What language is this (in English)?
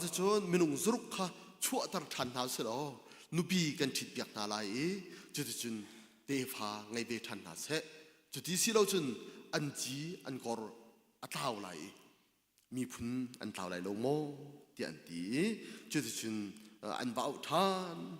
Hakha Chin